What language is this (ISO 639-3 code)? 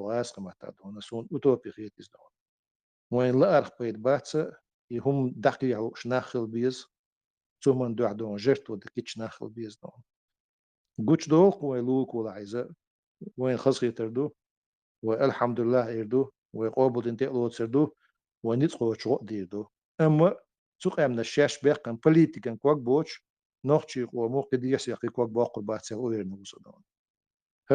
che